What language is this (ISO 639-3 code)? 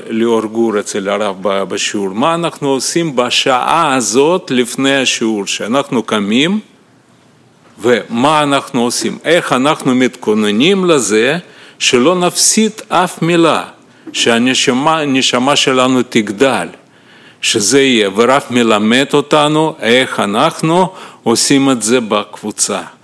heb